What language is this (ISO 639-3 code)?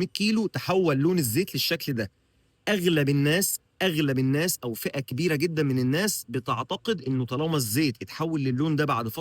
arz